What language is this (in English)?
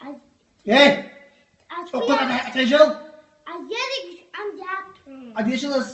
Chechen